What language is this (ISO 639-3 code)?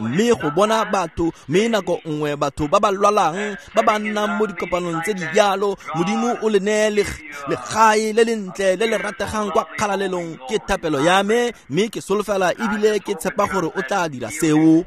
tsn